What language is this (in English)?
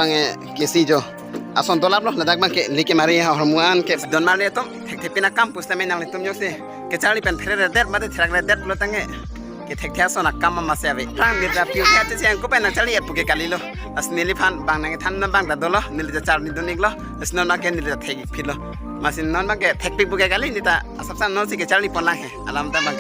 Karbi